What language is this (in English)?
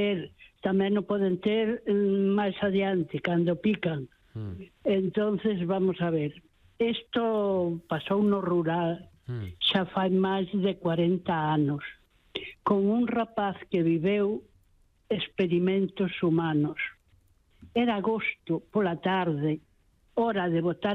Galician